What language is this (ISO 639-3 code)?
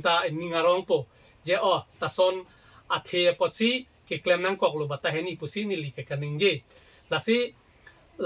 mjw